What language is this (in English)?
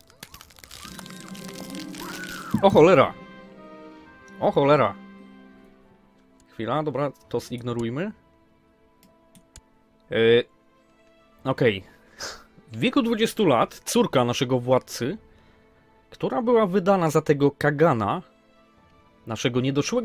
Polish